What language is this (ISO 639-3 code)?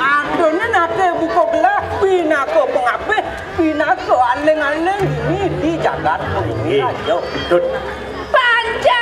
ban